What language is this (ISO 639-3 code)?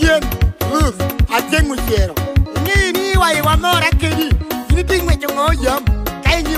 laj